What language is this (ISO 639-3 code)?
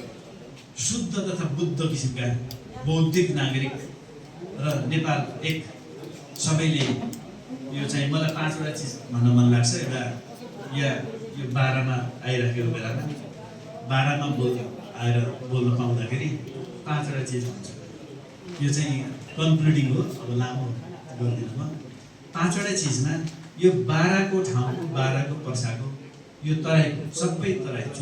nep